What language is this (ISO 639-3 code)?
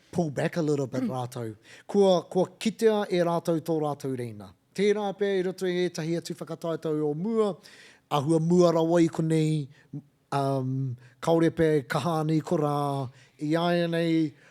mri